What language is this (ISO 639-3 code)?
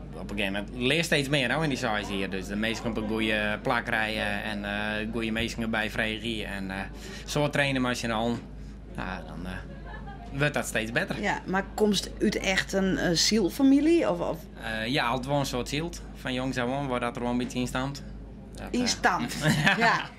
fry